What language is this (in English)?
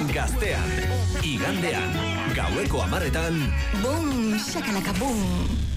Basque